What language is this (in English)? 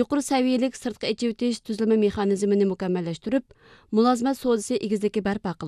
Uyghur